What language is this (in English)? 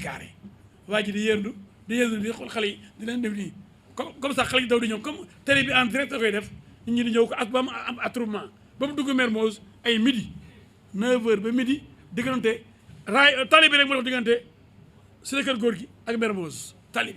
Wolof